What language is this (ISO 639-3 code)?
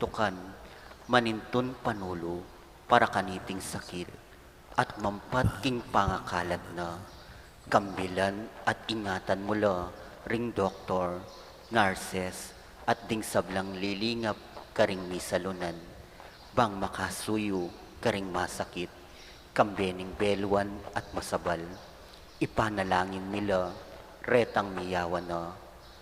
pam